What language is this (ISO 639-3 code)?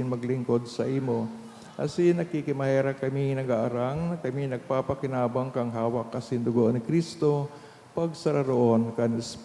bik